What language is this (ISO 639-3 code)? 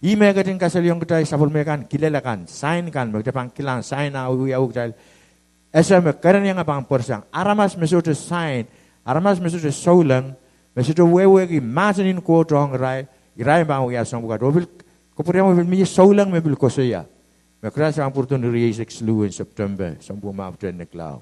pon